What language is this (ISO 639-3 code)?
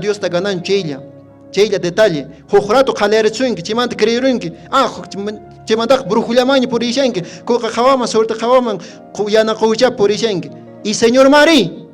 que